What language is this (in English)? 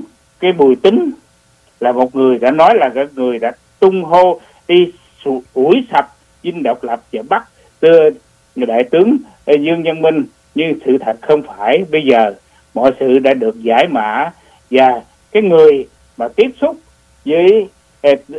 Vietnamese